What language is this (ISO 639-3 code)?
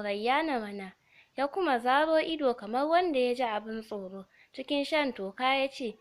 hau